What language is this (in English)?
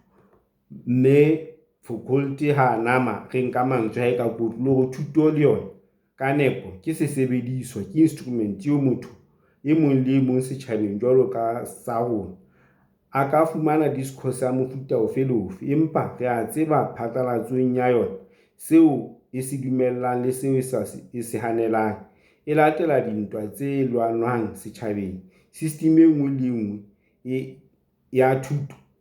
Southern Sotho